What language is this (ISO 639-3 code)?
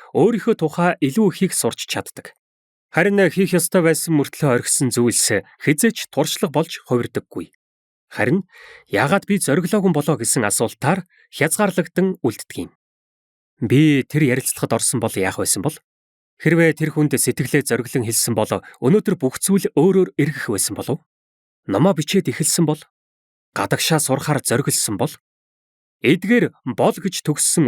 mon